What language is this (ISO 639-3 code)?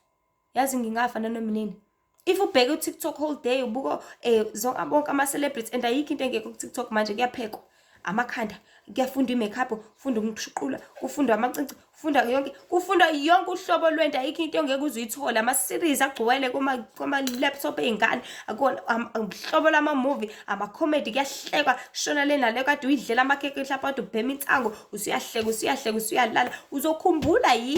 zul